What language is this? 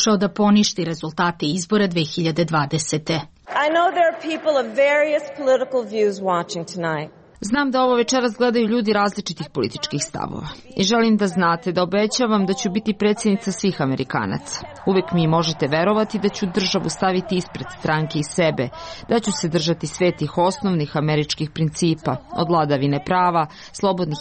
Serbian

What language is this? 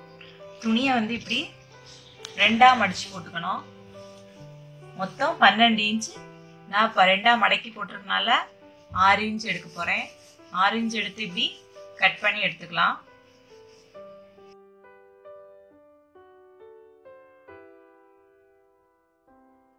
Tamil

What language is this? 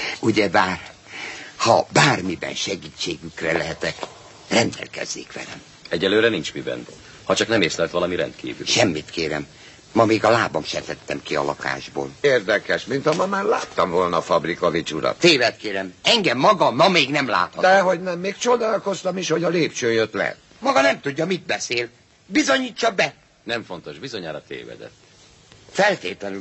Hungarian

